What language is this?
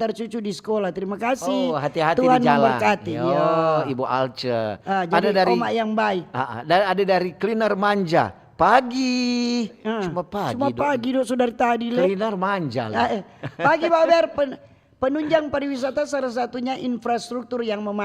Manado Malay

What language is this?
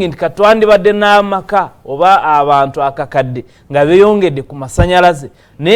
Ganda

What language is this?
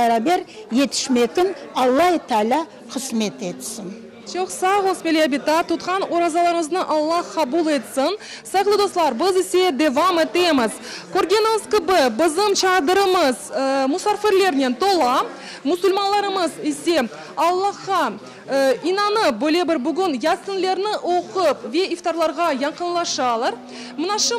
Crimean Tatar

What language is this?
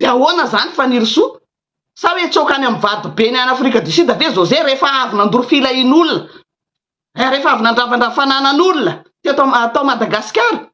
Malagasy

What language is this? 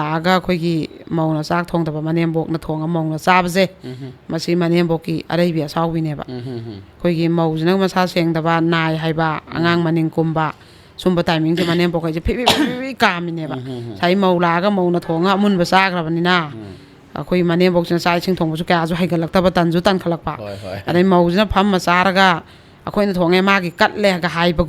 Manipuri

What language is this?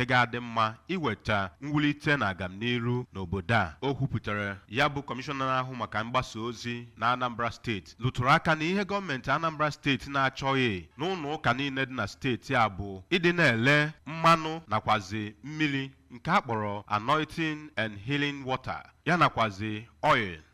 Igbo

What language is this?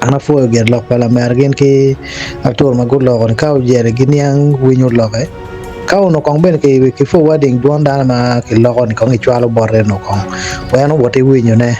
Acoli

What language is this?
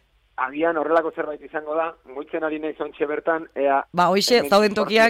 Basque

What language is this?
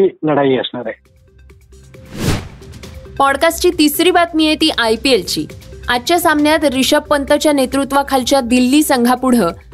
Marathi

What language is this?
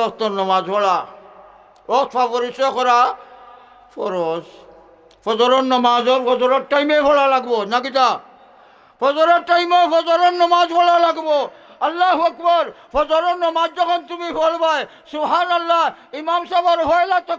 Sylheti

